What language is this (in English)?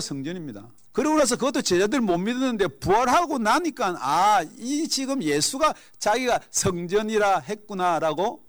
Korean